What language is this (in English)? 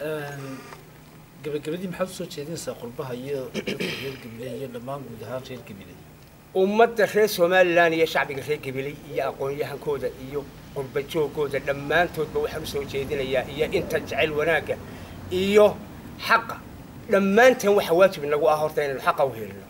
Somali